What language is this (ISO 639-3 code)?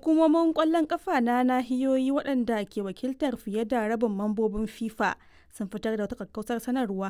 hau